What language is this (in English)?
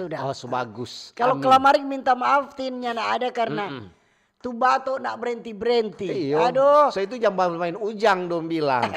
Manado Malay